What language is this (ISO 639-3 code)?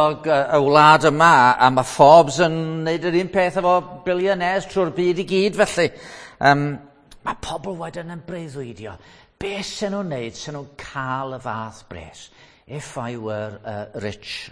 cym